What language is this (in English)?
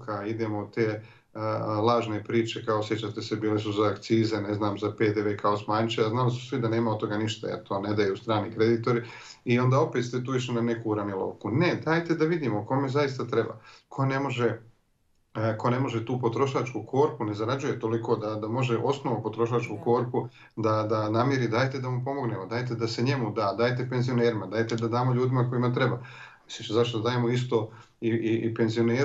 Bosnian